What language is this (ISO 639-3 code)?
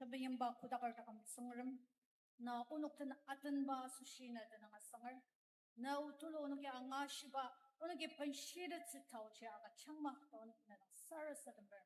njo